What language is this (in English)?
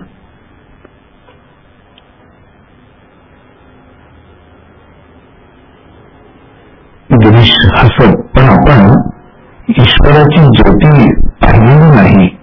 Marathi